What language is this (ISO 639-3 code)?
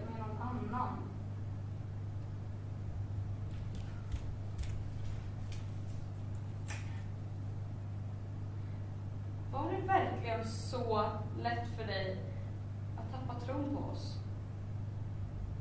swe